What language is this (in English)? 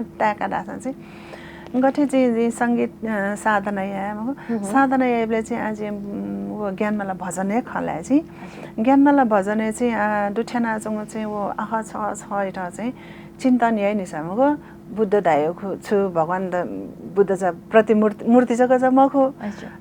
Newari